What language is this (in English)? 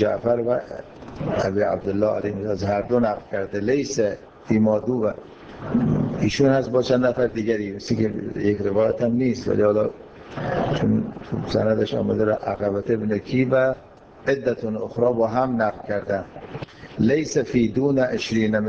Persian